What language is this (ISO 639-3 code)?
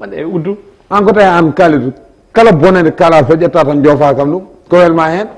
ful